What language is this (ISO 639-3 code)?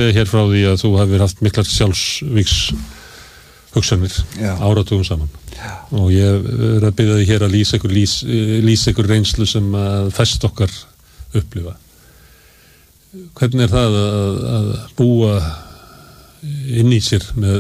isl